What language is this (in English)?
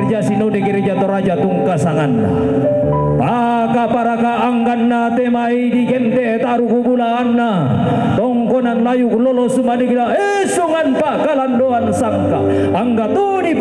Toraja-Sa'dan